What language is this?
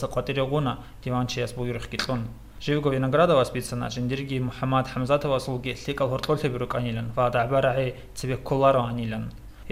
Avaric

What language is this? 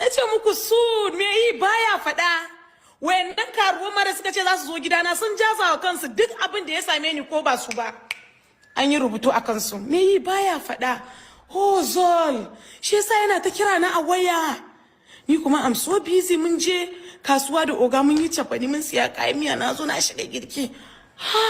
Hausa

